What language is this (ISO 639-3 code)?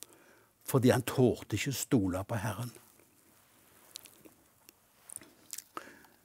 nor